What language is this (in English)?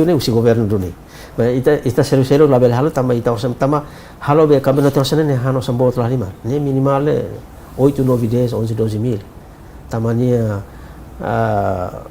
Tetum